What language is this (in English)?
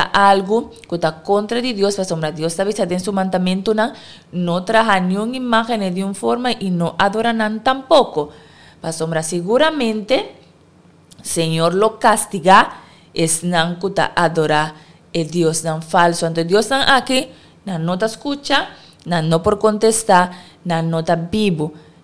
Papiamento